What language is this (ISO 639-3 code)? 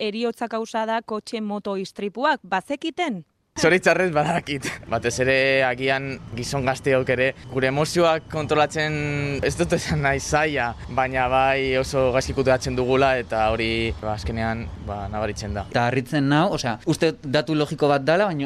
eus